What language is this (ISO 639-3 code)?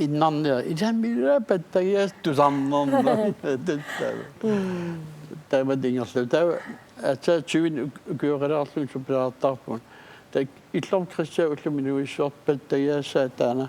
kal